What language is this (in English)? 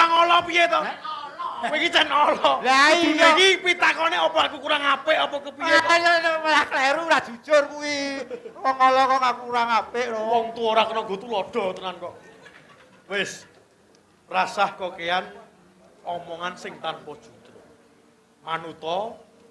Javanese